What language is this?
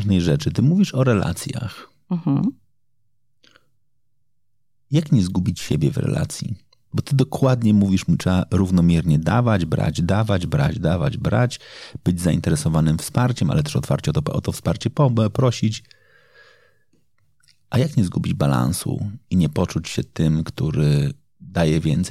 Polish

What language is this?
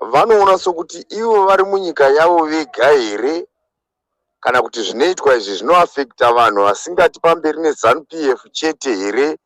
Shona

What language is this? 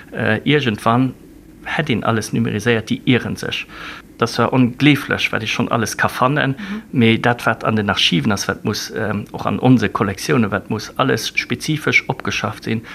Luxembourgish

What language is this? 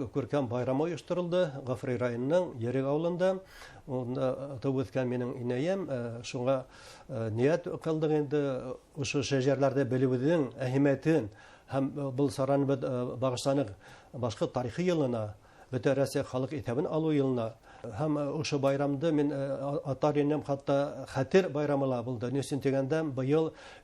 Bashkir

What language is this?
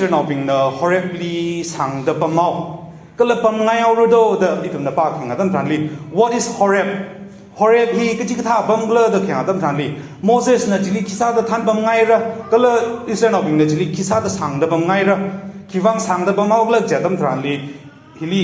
Tangkhul Naga (India)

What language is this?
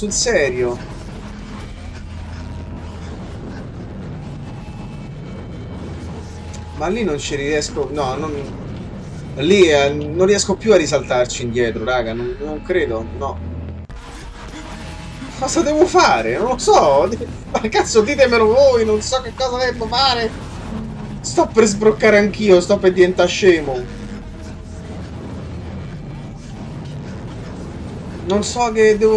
Italian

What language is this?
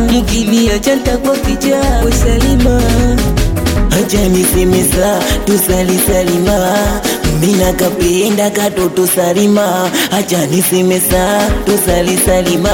Swahili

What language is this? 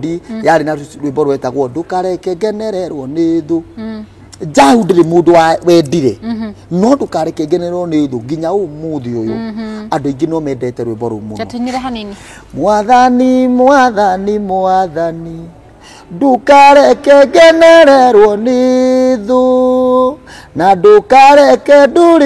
Kikuyu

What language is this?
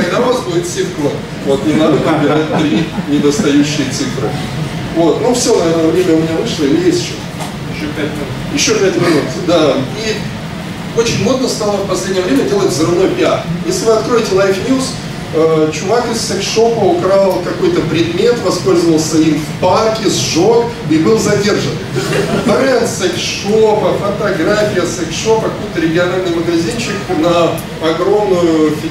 Russian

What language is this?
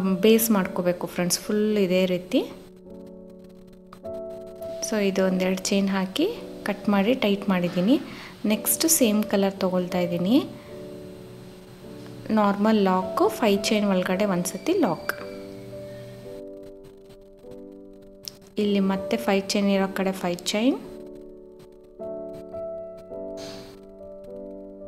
Kannada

